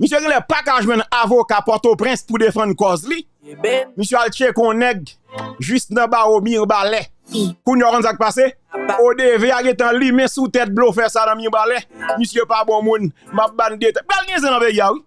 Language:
Haitian Creole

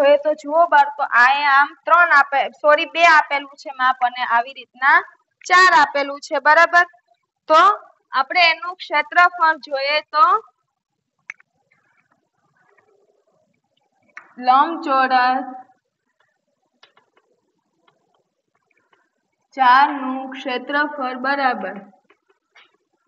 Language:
Gujarati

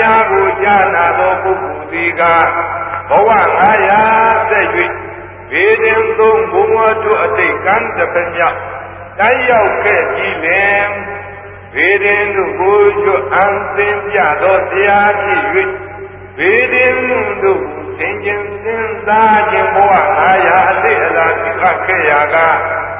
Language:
Burmese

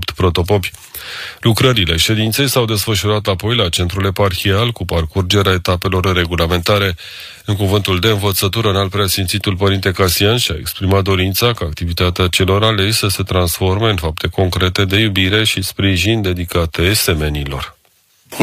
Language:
Romanian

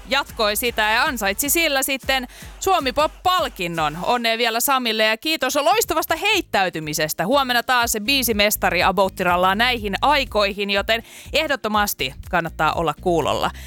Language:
Finnish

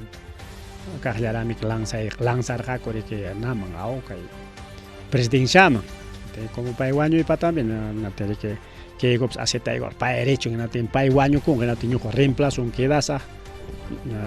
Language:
Ayacucho Quechua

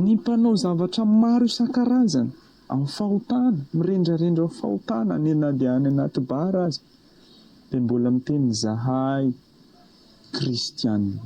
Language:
Malagasy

